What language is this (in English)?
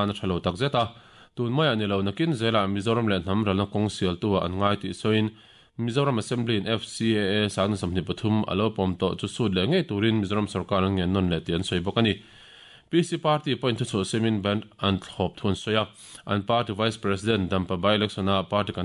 Mizo